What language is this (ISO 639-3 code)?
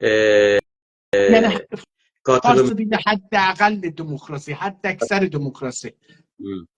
azb